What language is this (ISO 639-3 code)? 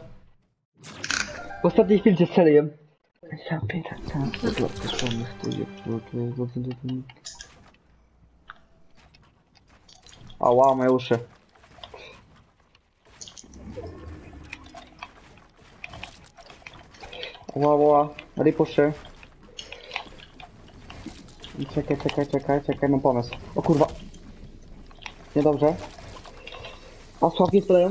pol